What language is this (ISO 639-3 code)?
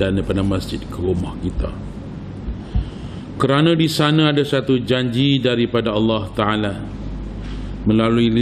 msa